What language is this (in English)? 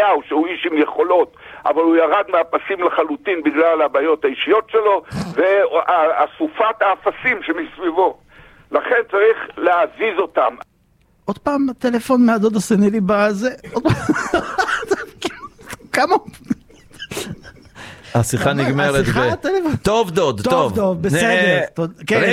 Hebrew